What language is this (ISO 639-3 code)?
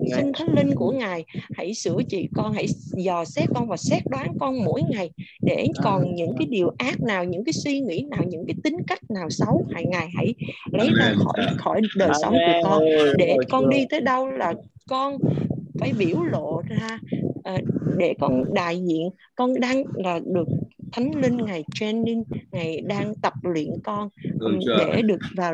vie